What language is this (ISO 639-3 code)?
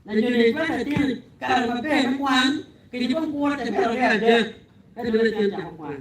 ach